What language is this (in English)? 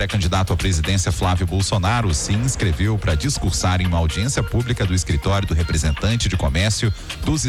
Portuguese